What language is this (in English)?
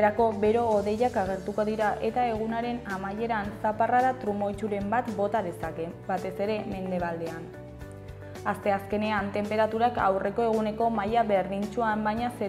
Basque